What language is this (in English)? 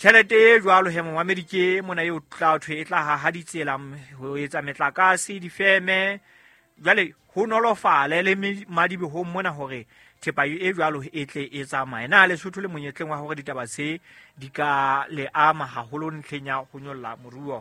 Southern Sotho